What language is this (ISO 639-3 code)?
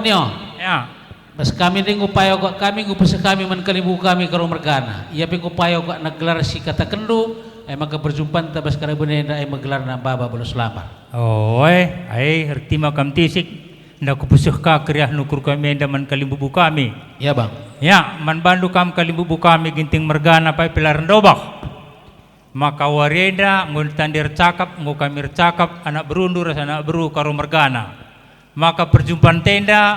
btx